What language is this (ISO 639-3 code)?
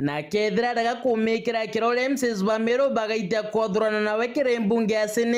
mer